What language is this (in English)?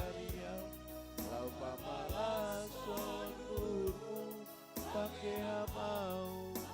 Batak Simalungun